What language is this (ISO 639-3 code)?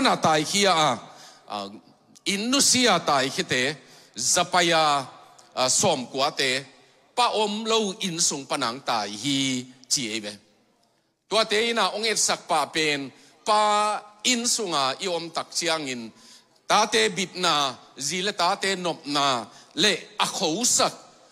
ctd